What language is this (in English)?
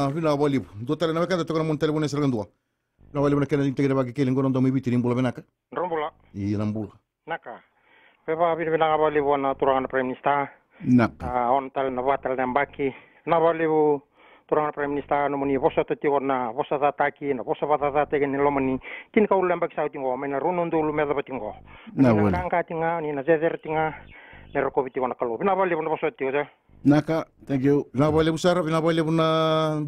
Fijian